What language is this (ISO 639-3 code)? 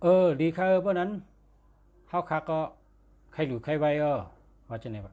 shn